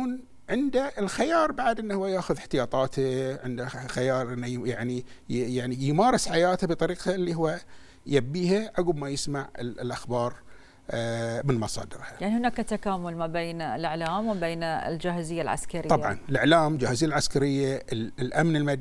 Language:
Gulf Arabic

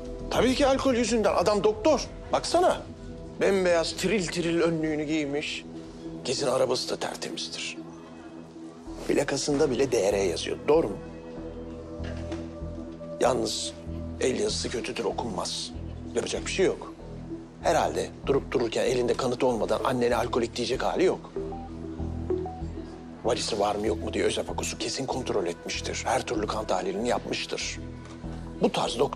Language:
Turkish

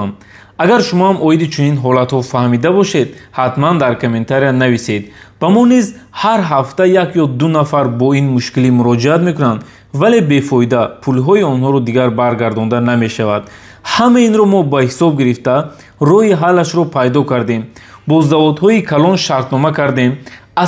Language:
Tajik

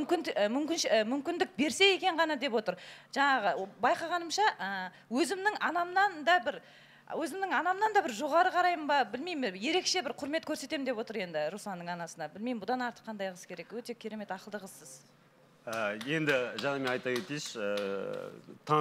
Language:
Kazakh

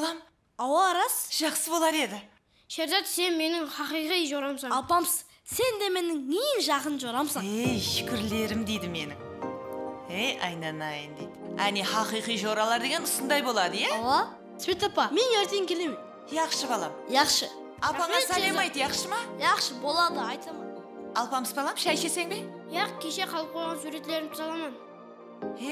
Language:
Kara-Kalpak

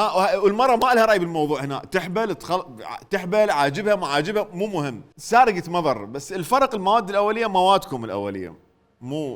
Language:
Mesopotamian Arabic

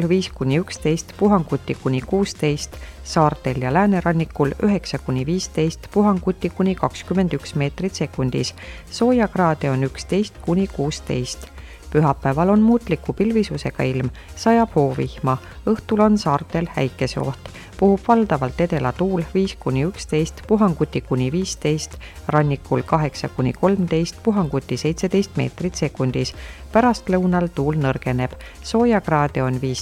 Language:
Estonian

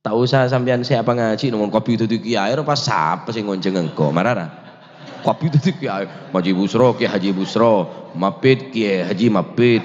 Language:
Madurese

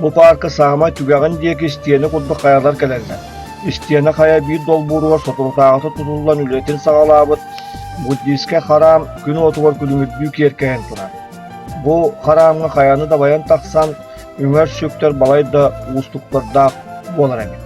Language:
Yakut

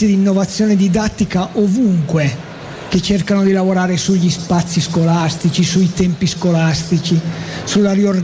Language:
Italian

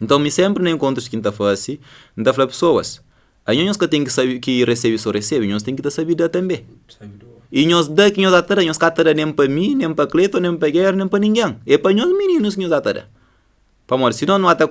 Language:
Kabuverdianu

